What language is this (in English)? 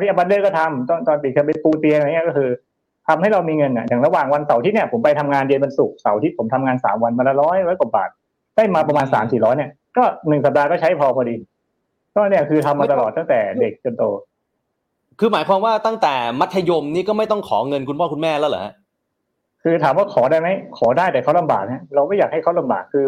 Thai